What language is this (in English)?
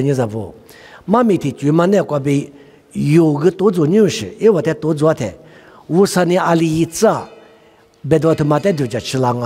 Lisu